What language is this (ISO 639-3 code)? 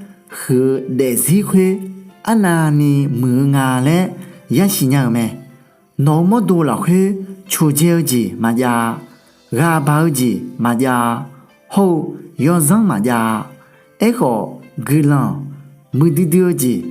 ahk